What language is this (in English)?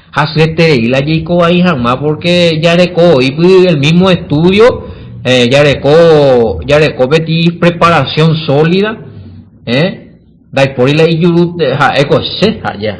Guarani